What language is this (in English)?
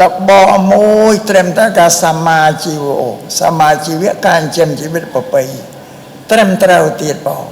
Khmer